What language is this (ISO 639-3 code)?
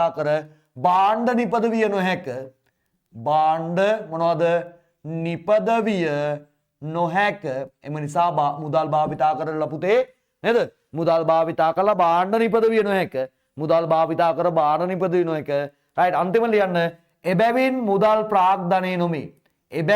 sin